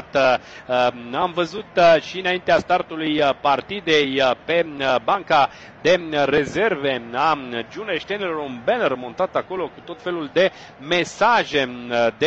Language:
Romanian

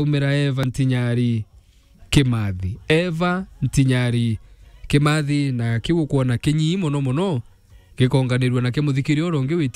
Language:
Meru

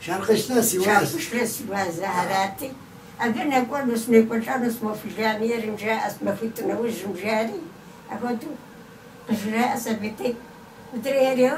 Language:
Kabardian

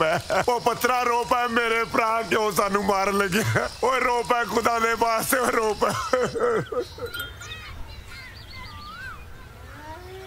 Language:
Punjabi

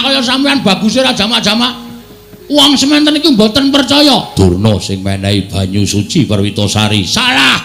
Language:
Javanese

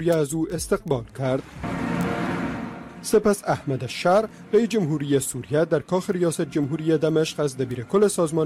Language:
Persian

